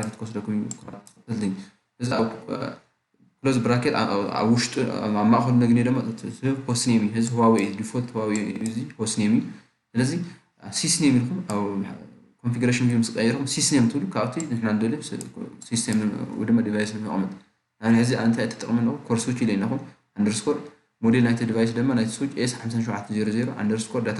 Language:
Tigrinya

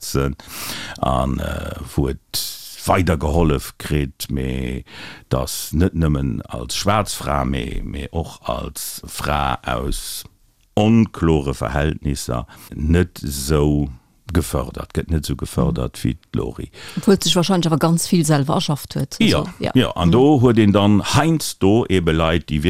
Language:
Luxembourgish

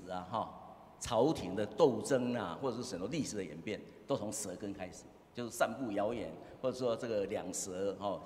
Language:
Chinese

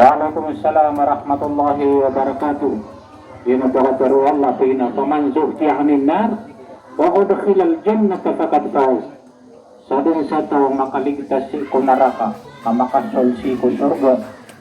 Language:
Maranao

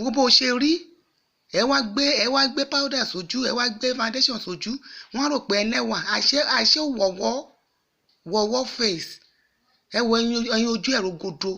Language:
Yoruba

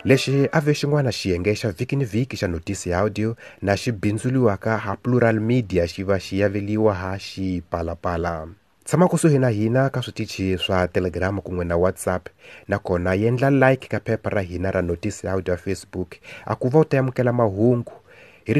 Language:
Tsonga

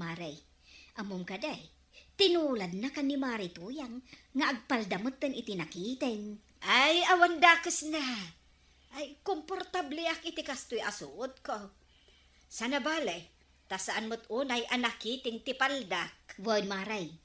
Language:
Iloko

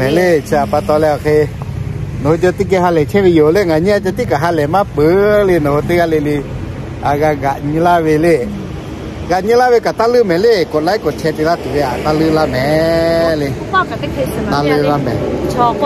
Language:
Lahu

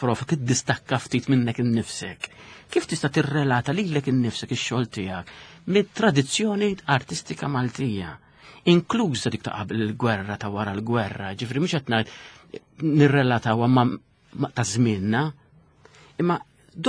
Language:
Maltese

